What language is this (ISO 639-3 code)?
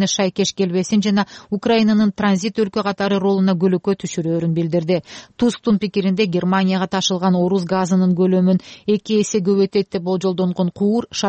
kir